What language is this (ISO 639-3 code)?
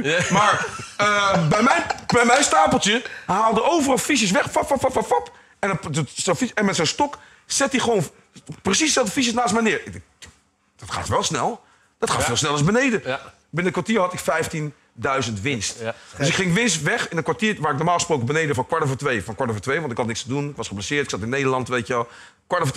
nld